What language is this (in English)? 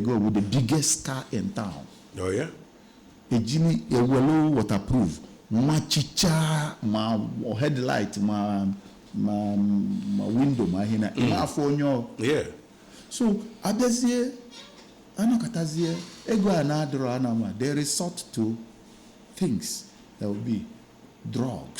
Igbo